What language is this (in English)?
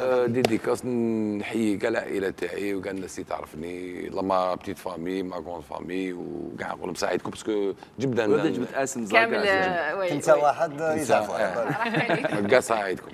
Algerian Arabic